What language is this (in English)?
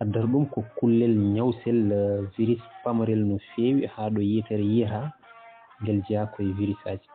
Fula